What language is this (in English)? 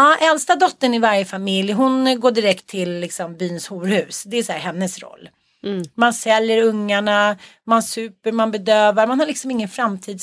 Swedish